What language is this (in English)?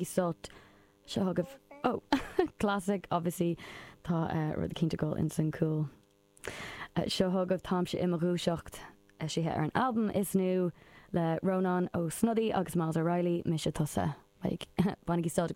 Irish